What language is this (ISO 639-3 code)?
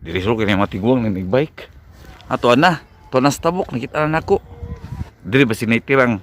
ceb